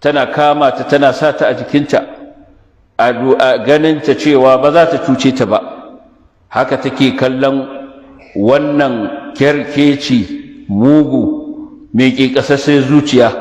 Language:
Hausa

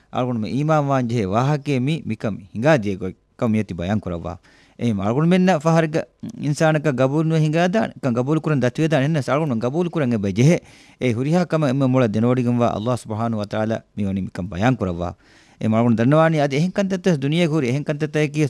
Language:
Divehi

